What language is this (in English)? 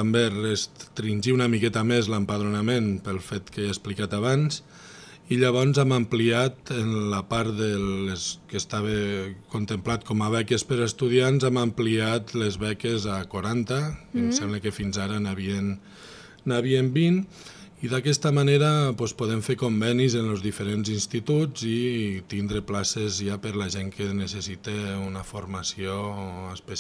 Catalan